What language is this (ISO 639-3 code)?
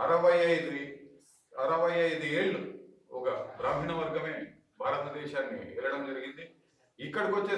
tel